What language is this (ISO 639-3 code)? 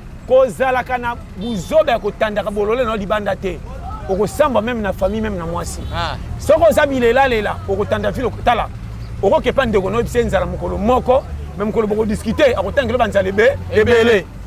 lin